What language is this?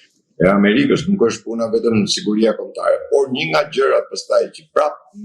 Albanian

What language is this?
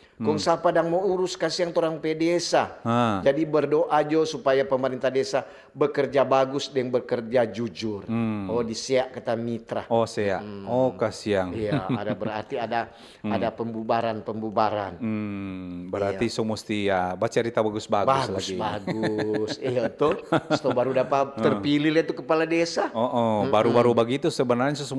Manado Malay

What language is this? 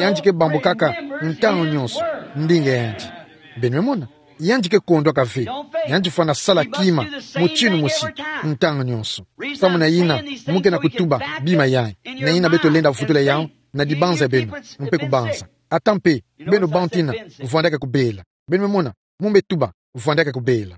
Kituba (Democratic Republic of Congo)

